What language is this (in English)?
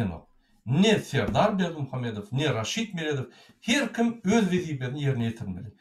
Turkmen